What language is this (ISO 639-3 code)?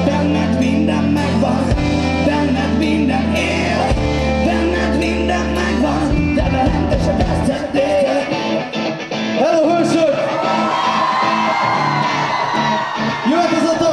hun